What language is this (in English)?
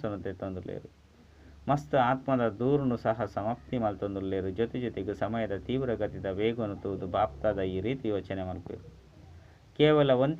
Tulu